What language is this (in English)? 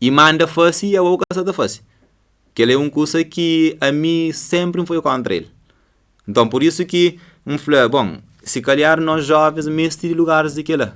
Kabuverdianu